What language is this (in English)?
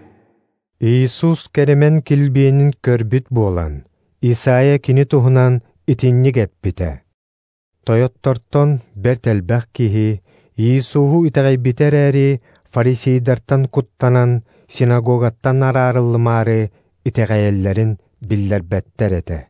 Yakut